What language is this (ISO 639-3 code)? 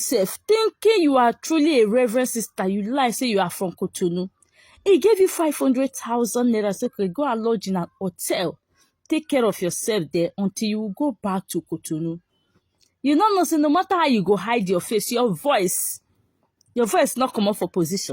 pcm